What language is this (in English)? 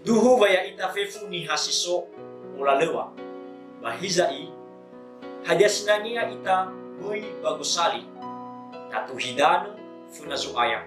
Nias